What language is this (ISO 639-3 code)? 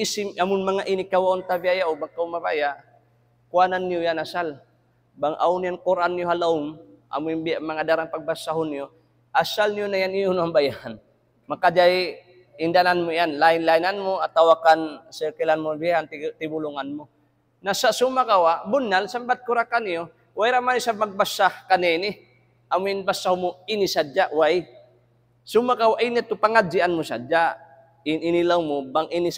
tsg